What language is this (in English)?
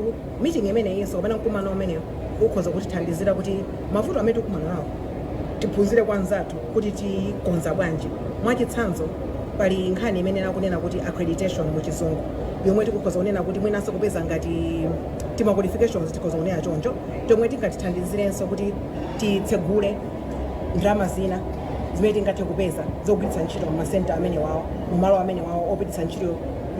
Nyanja